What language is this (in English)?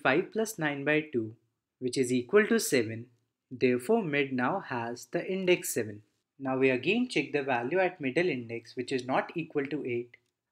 English